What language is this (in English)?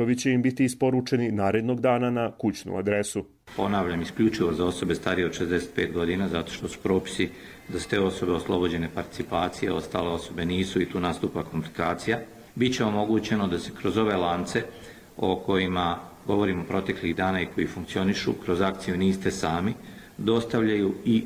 Croatian